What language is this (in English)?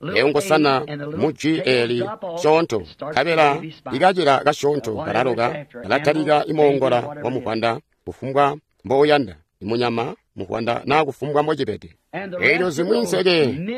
Tonga (Zambia)